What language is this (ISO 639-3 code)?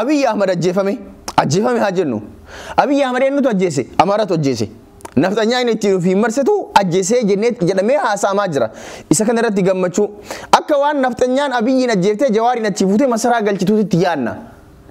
orm